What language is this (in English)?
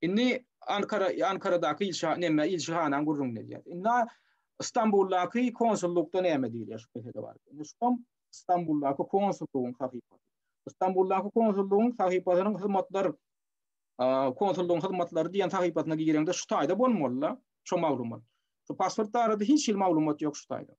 Turkmen